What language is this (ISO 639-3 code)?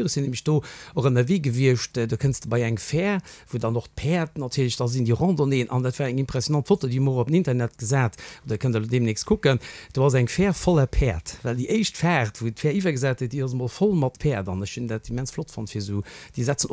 ltz